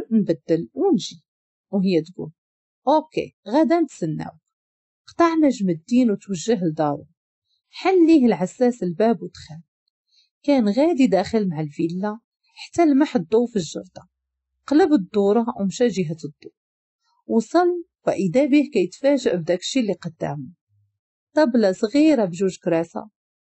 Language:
Moroccan Arabic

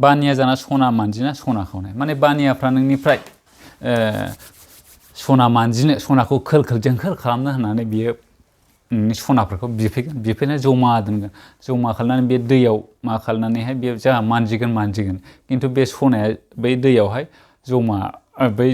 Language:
Bodo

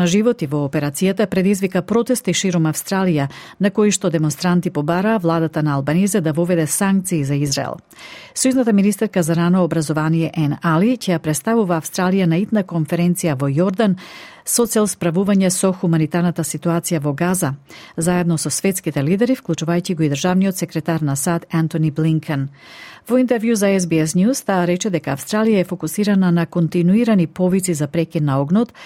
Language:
Macedonian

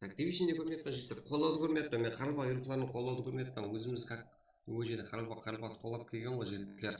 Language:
Kara-Kalpak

